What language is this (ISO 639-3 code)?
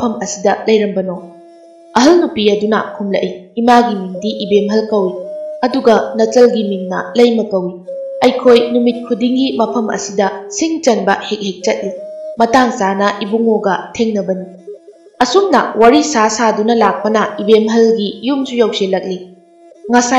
mni